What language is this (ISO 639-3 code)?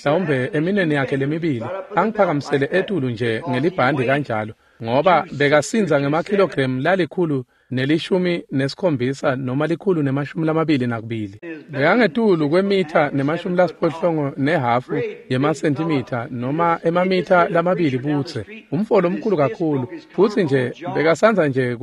ssw